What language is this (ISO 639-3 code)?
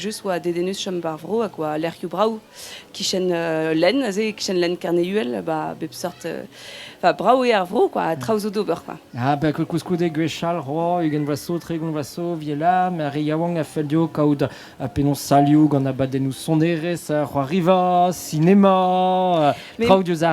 bre